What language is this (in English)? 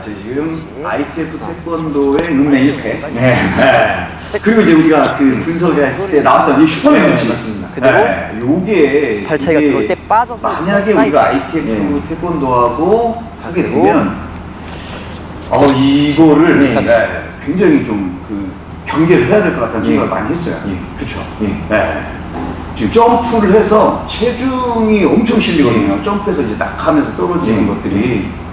Korean